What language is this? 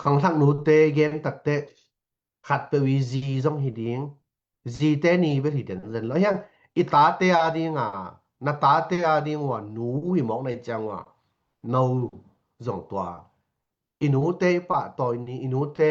Tedim Chin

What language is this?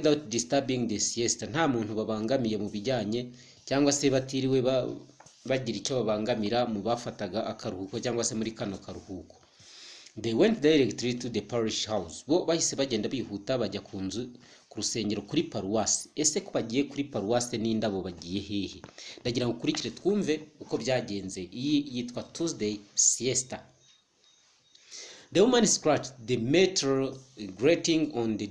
Kinyarwanda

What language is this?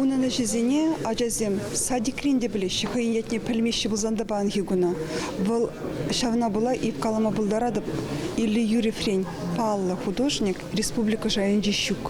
Chuvash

